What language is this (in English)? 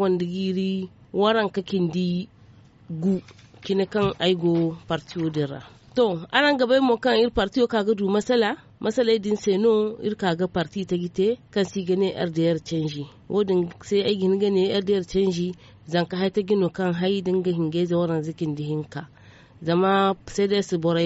Zarma